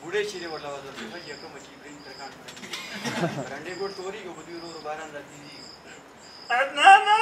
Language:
Pashto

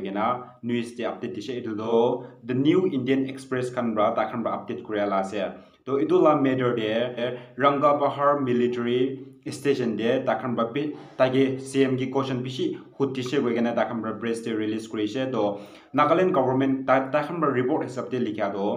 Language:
Naga Pidgin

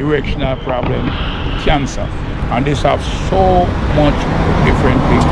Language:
Jamaican Creole English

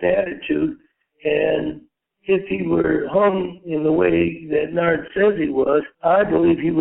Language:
English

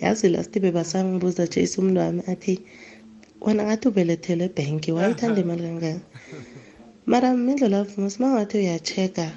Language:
South Ndebele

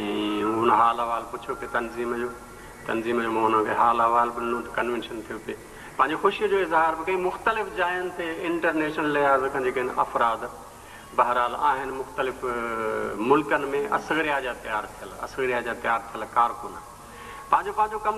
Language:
Sindhi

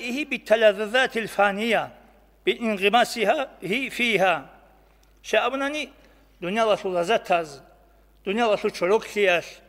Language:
Avaric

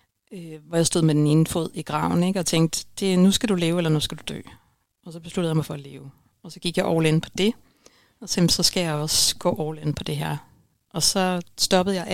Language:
Danish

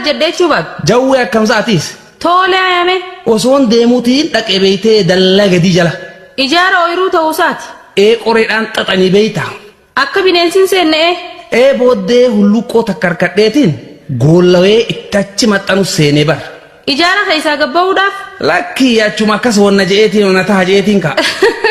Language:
Oromo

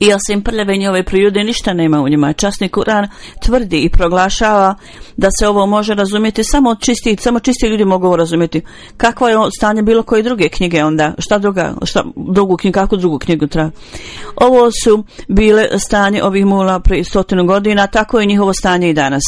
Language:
Bosnian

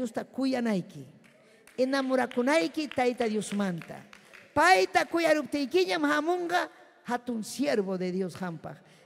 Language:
Ayacucho Quechua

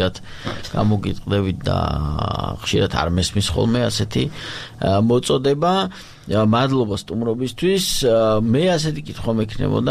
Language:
Georgian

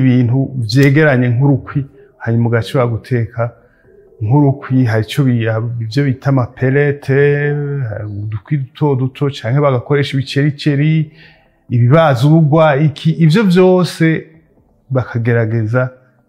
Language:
Rundi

